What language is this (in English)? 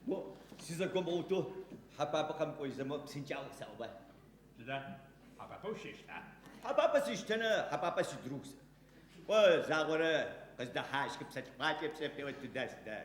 Adyghe